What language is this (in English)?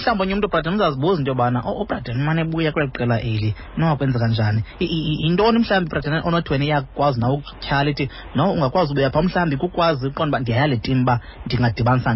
Xhosa